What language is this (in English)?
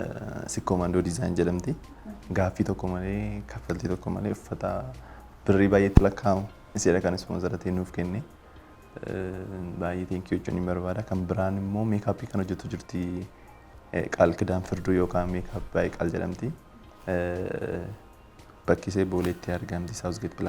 Oromo